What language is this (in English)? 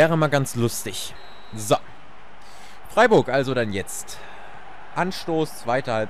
German